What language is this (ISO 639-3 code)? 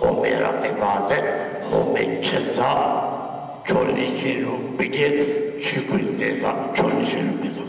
zza